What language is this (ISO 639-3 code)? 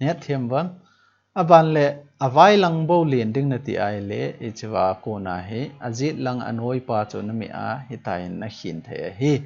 tcz